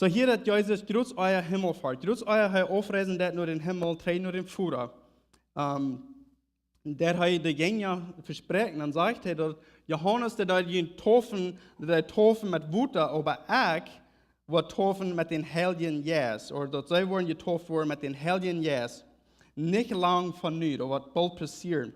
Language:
Plautdietsch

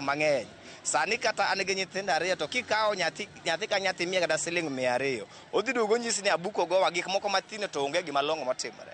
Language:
Luo (Kenya and Tanzania)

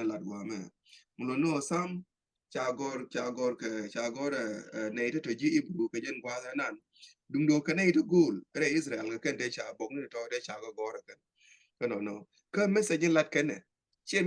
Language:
Nuer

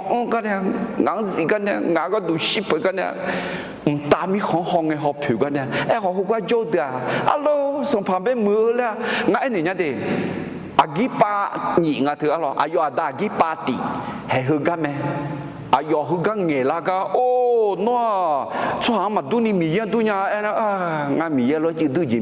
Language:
Akha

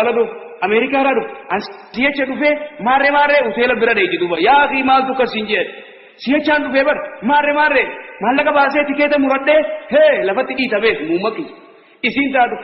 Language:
Oromo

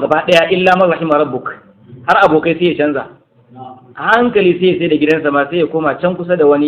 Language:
Hausa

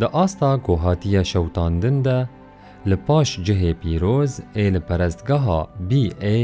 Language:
Kurdish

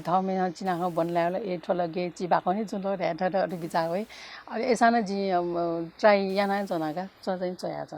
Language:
Newari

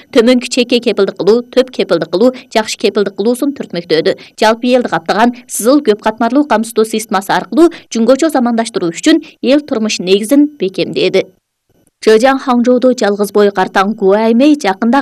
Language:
Kyrgyz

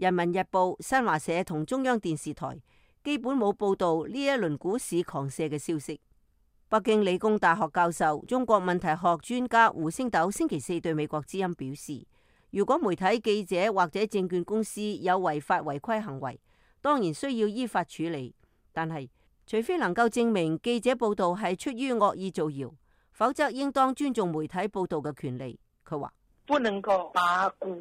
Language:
Cantonese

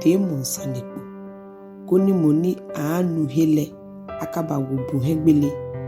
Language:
Ga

